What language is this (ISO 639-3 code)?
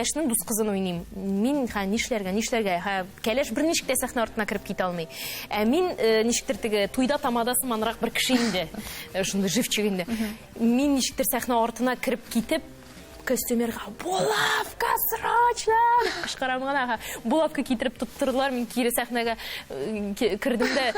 tat